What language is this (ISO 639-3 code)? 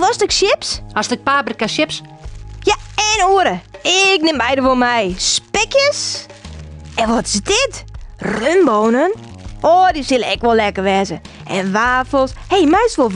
fry